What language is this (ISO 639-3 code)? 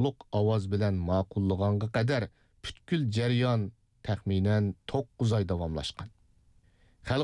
uig